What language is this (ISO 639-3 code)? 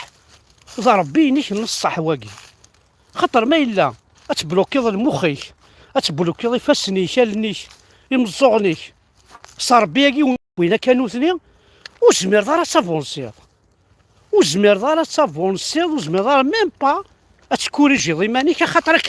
kab